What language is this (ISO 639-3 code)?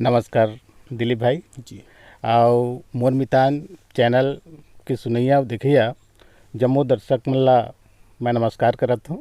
hne